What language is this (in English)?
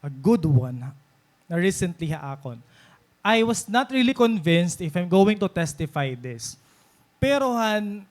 Waray